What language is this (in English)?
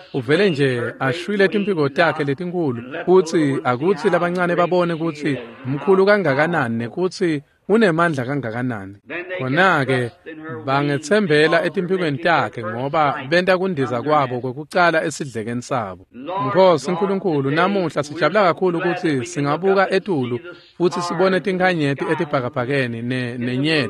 Swati